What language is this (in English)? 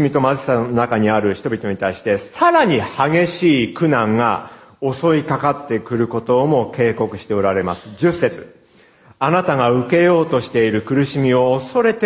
Japanese